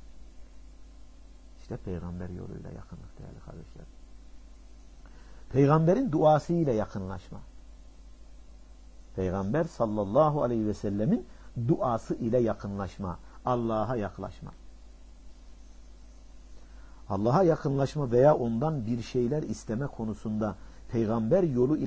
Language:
Turkish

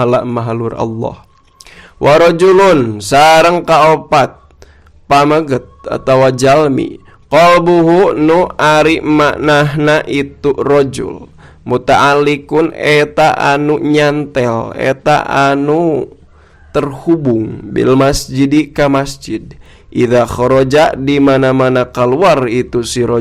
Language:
Sundanese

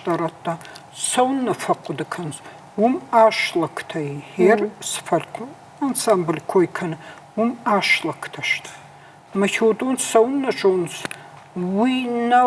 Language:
Ossetic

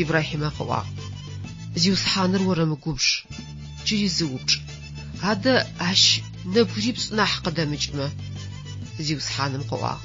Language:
Adyghe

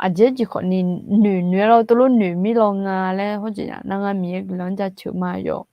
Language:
Akha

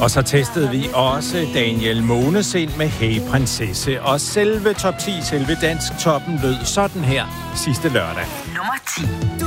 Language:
Danish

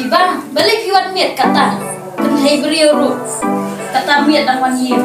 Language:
Khasi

